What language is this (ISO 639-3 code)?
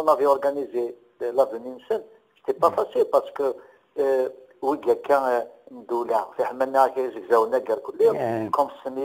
kab